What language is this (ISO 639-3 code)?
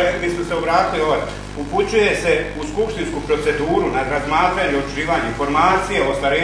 bos